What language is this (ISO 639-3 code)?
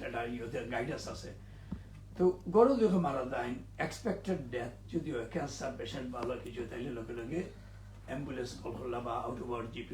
syl